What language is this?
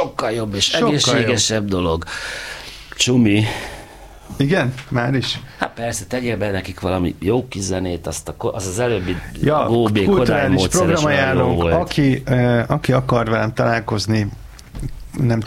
Hungarian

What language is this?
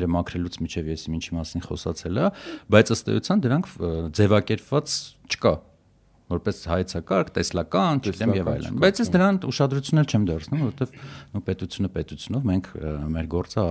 Armenian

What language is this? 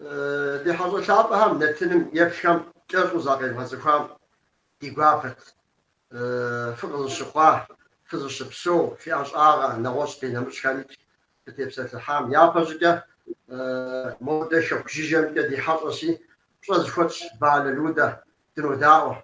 Kabardian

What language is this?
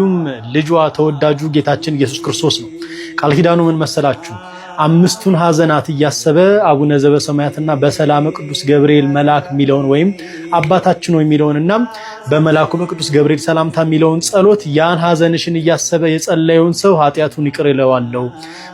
Amharic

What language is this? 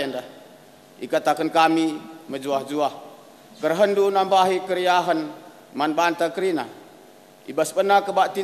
Batak Karo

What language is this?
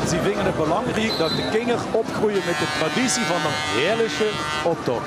Limburgish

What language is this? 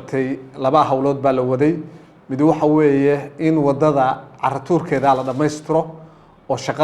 Somali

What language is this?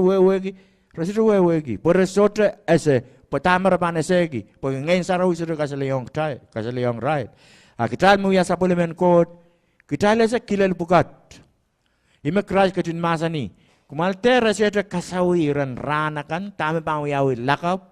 Pohnpeian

